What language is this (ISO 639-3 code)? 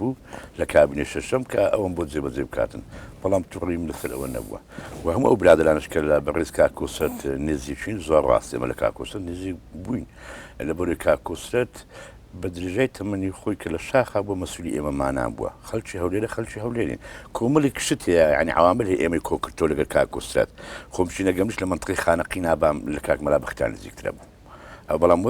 ckb